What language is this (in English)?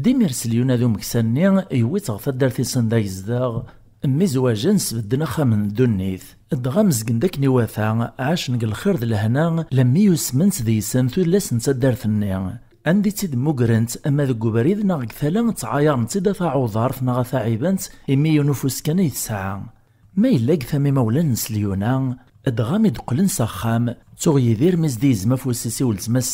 Kabyle